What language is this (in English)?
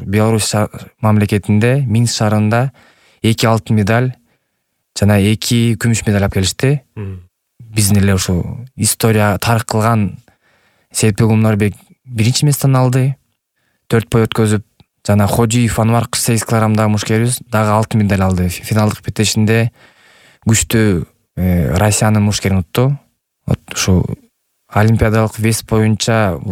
Kyrgyz